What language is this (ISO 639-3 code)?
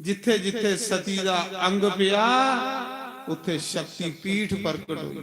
doi